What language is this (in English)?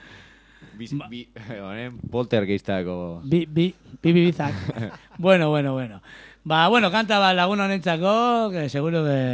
Basque